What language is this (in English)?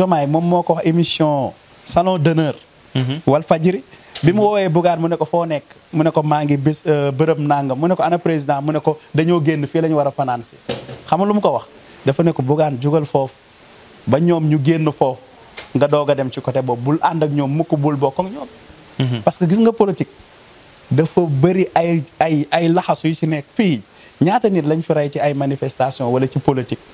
Wolof